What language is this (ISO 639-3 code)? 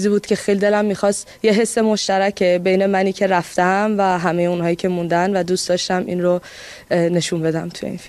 fas